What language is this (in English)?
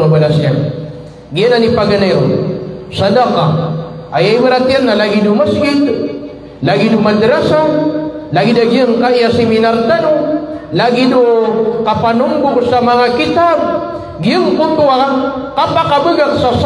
Maranao